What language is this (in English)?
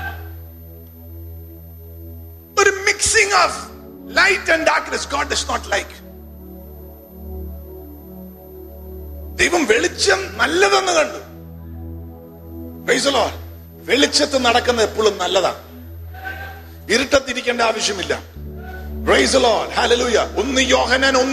Malayalam